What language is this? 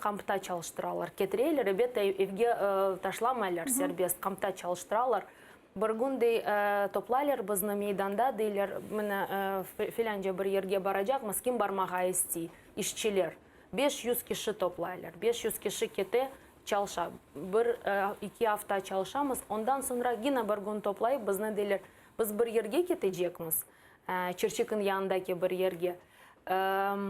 Crimean Tatar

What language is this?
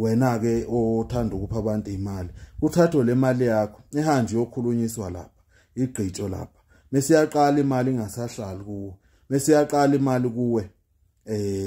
Zulu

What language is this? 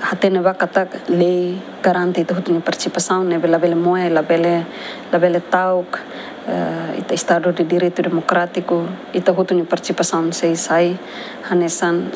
Tetum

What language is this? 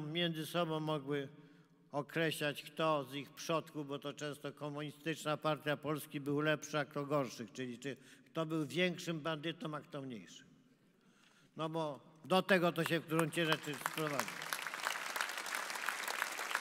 Polish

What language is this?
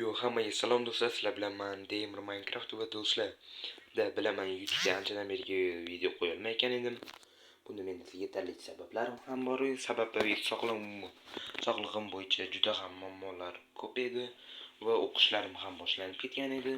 Uzbek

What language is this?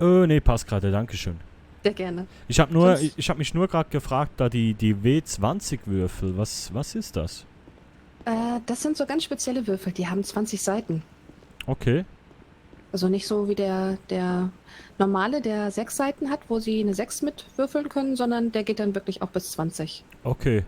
Swiss German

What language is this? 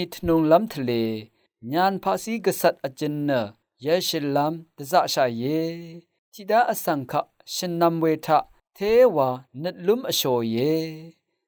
Rawang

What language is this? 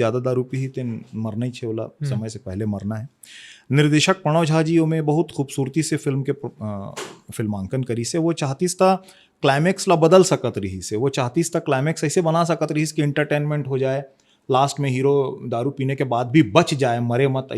Chhattisgarhi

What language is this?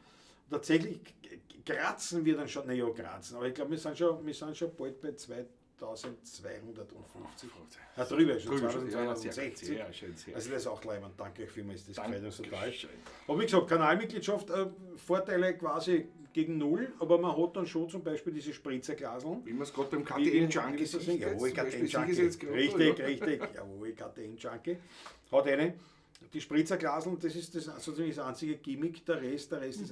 Bavarian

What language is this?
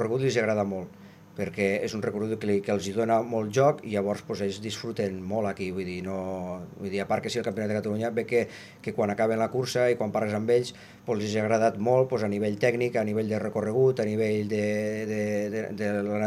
Catalan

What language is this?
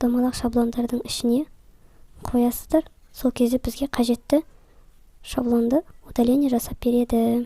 Kazakh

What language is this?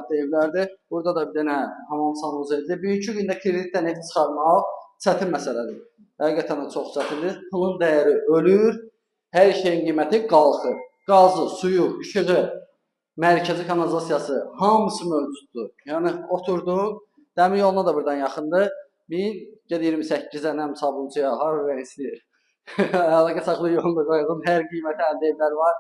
Azerbaijani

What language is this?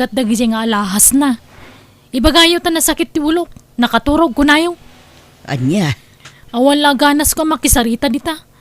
Iloko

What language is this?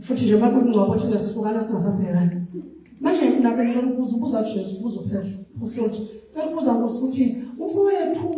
Zulu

